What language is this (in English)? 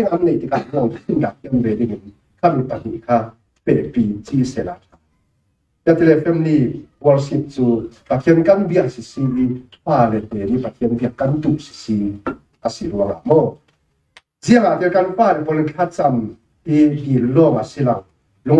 Falam Chin